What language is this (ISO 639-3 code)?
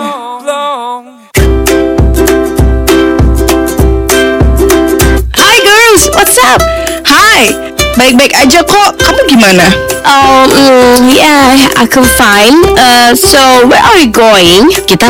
ind